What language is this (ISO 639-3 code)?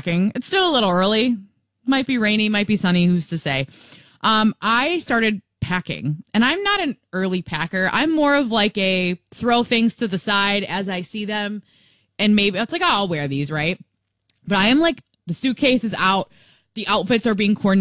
eng